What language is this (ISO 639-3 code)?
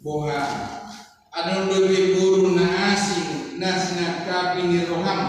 bbc